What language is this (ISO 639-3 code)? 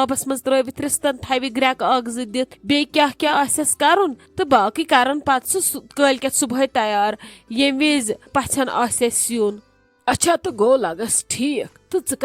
kas